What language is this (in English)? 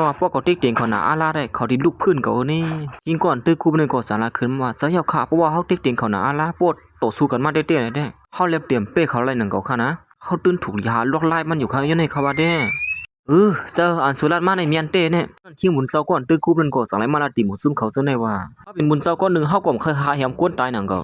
Shan